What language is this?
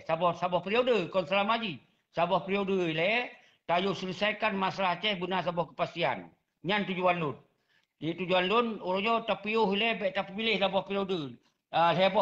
Achinese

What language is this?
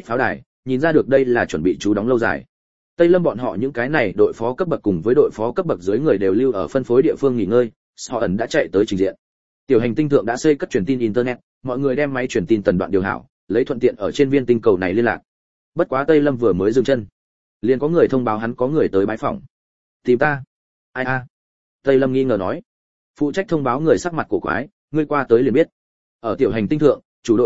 Vietnamese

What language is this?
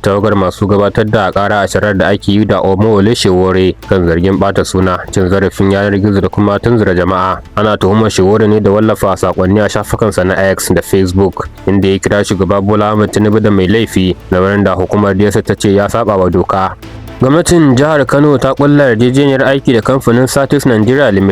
Hausa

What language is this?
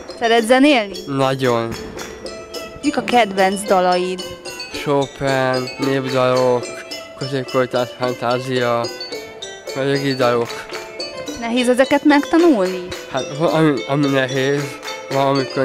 Hungarian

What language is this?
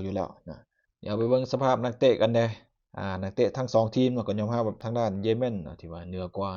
Lao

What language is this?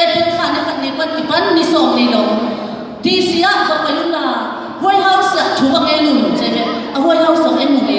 Tedim Chin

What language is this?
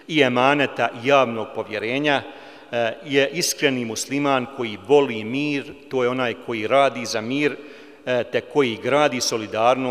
Bosnian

